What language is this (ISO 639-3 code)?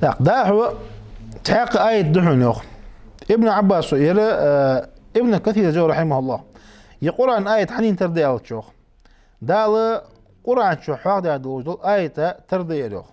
inh